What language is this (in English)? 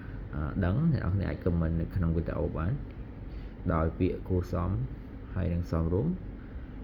Khmer